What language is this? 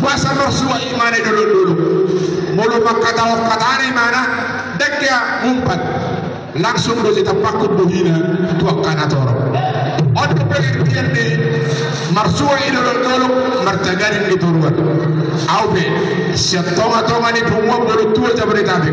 Batak Toba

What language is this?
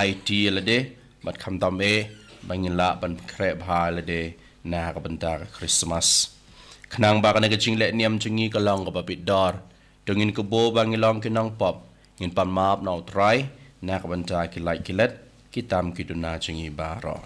Khasi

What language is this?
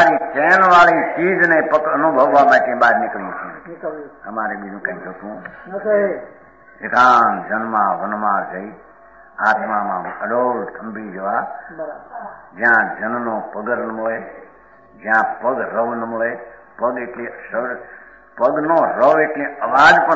Gujarati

